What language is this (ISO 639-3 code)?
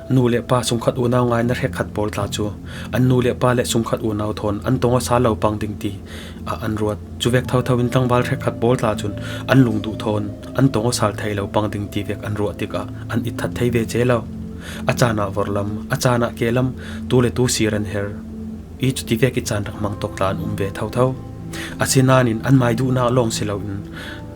cfm